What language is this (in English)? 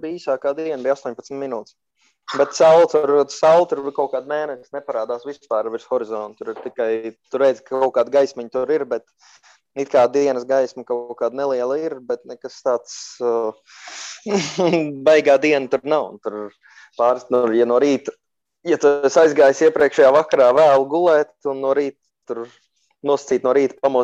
Latvian